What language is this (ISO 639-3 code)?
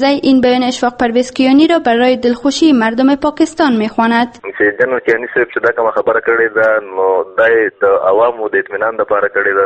fas